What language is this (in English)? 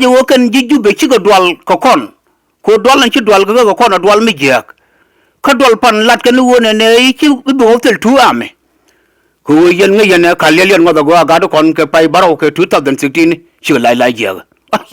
Nuer